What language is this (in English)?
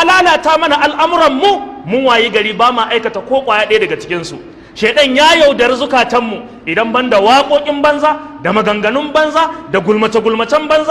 Hausa